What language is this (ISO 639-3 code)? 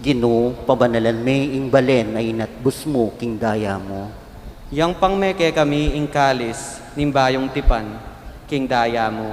pam